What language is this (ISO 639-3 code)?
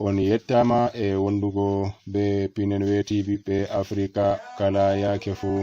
fuv